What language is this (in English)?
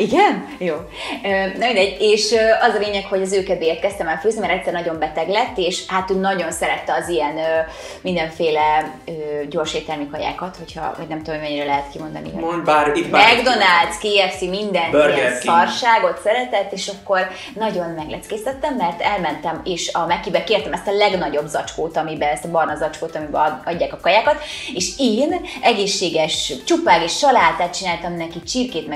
Hungarian